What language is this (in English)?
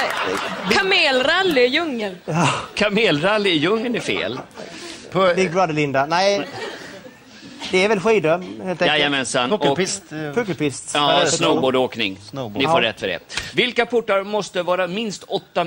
Swedish